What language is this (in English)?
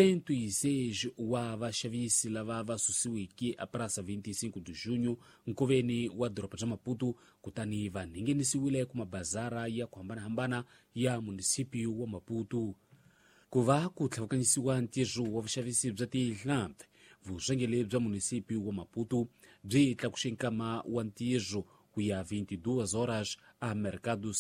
Tsonga